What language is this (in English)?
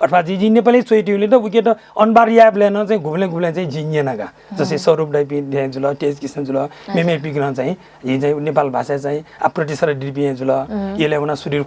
Newari